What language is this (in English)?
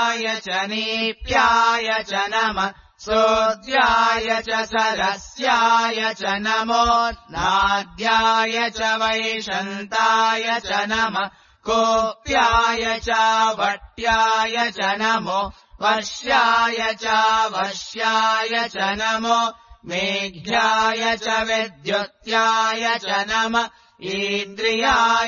Sanskrit